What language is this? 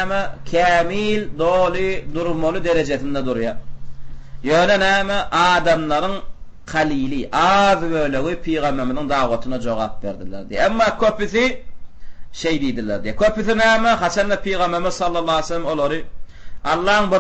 Turkmen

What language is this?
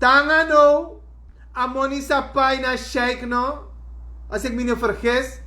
Sranan Tongo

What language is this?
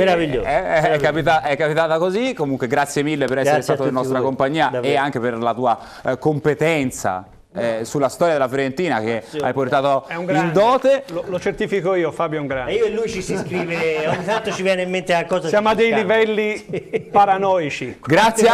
Italian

